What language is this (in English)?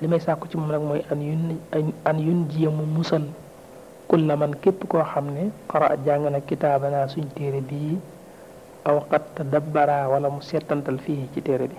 Wolof